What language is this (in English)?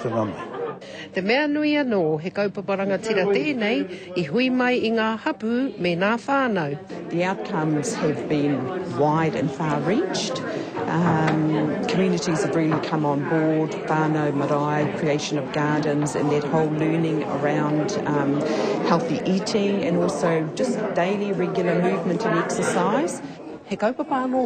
Māori